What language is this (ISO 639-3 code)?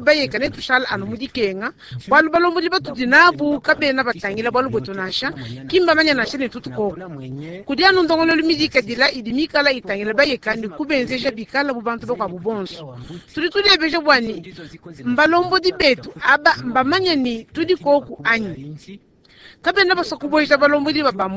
lua